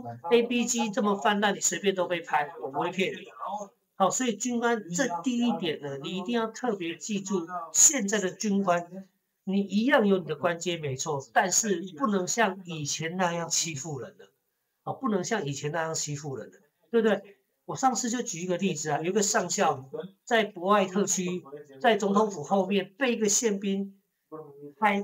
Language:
Chinese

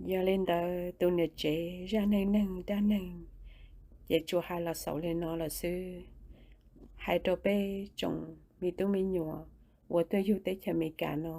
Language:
Hmong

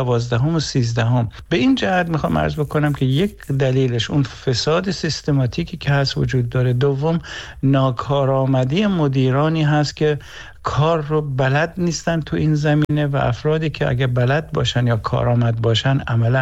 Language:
Persian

